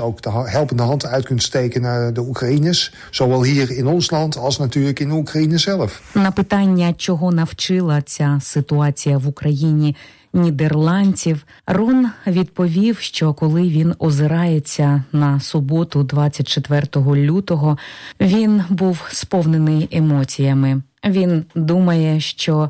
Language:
Ukrainian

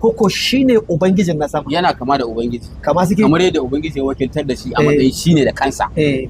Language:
Hausa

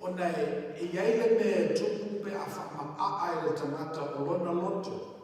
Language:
Samoan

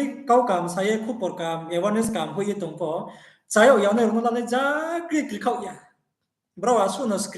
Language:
Riang (India)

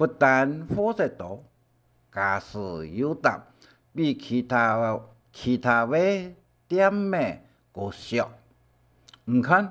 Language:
Hakka Chinese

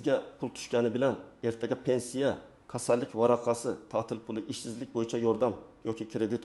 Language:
Uzbek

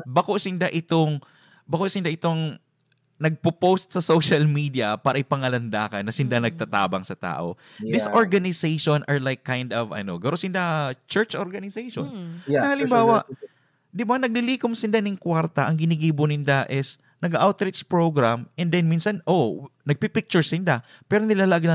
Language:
Bikol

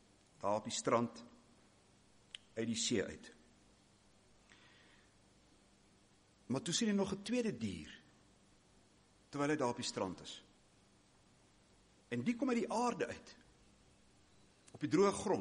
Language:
Afrikaans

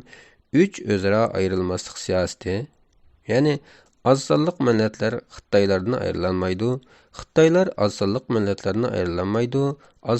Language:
Uyghur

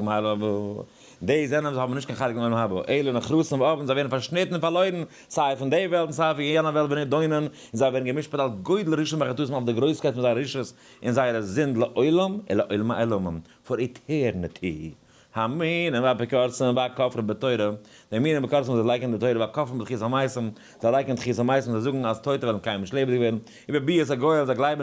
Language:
Yiddish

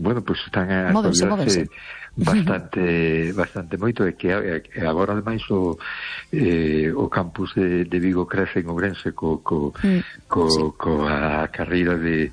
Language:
Galician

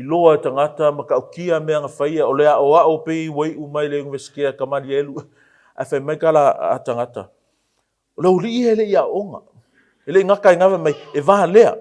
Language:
Samoan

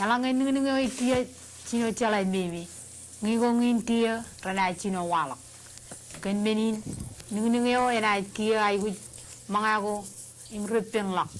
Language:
Marshallese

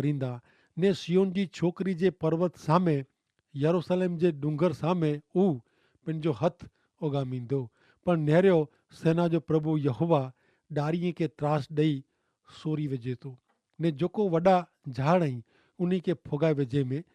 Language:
Kachhi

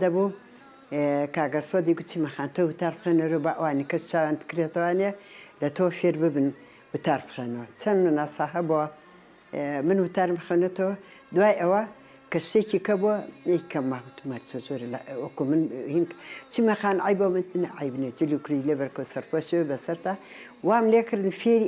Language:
Central Kurdish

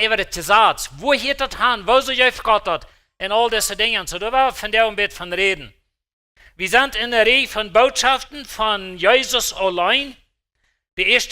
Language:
Plautdietsch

